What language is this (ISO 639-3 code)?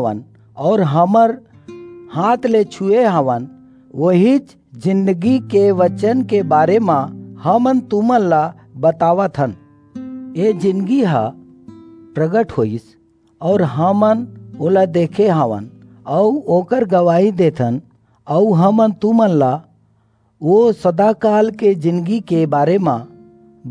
hne